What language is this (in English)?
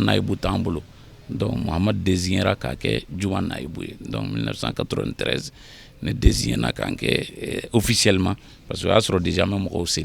Bambara